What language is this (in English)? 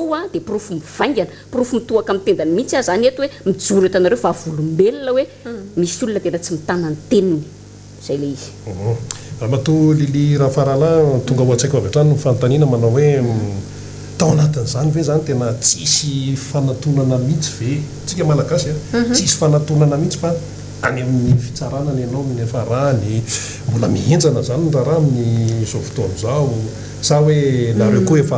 Malagasy